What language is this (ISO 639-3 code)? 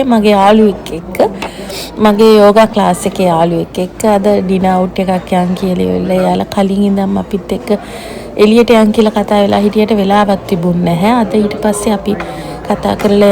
sin